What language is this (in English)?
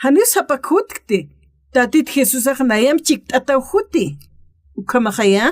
Aymara